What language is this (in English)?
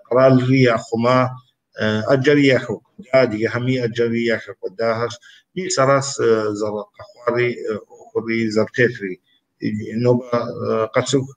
Kabardian